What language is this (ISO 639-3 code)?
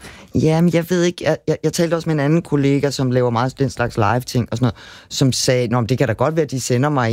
dan